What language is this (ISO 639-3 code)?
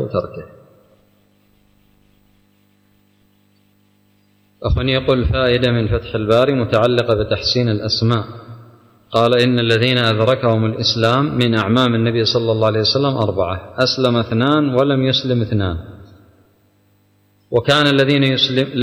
ara